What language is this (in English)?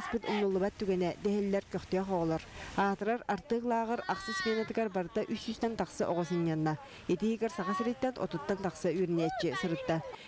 Yakut